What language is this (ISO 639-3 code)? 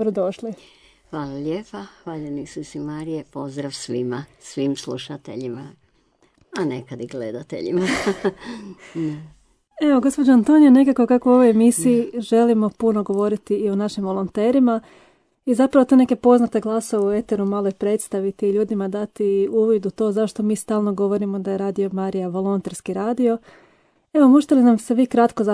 hrv